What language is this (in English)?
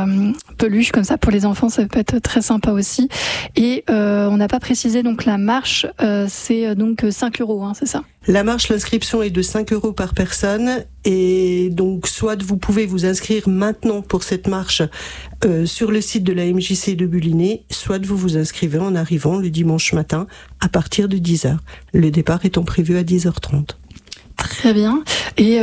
French